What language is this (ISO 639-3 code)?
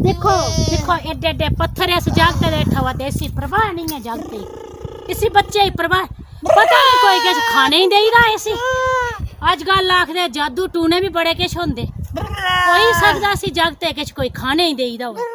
doi